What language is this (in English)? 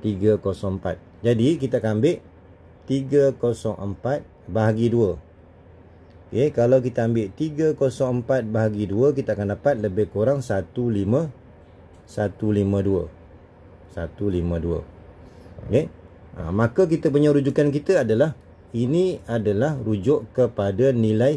Malay